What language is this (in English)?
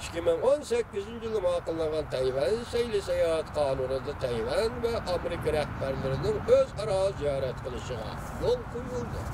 Uyghur